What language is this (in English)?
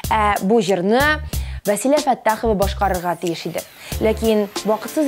Tatar